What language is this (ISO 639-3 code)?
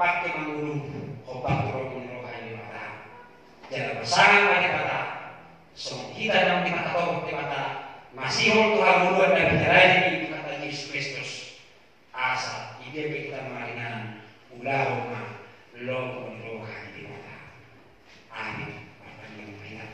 bbc